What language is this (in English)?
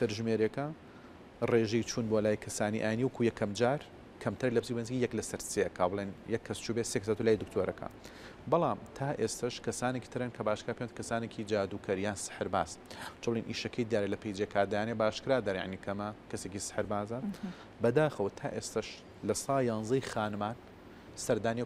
Central Kurdish